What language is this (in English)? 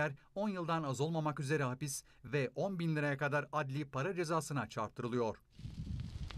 Turkish